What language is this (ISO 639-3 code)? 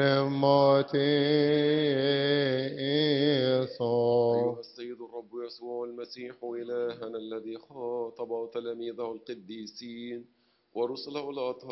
ara